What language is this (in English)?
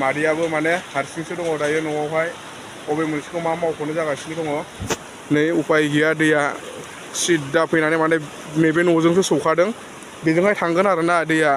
Bodo